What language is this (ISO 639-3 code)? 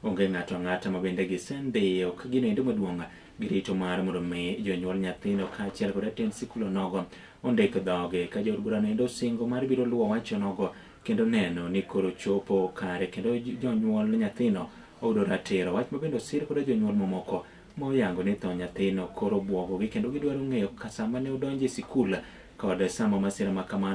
luo